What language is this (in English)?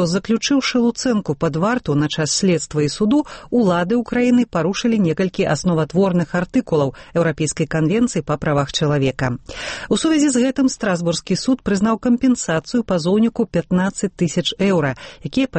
Belarusian